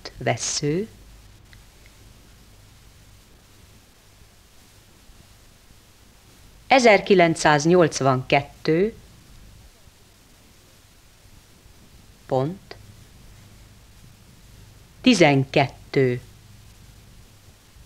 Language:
Hungarian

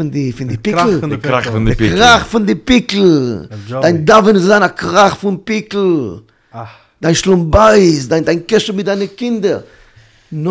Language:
Yiddish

